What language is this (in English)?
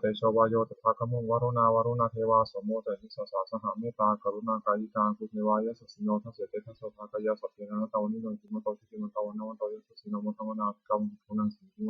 Pali